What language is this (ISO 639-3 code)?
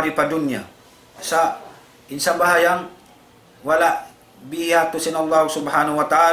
tsg